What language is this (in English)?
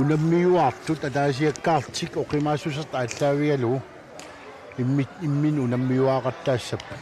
Kalaallisut